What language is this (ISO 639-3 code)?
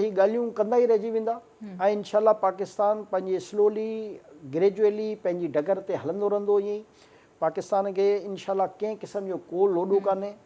snd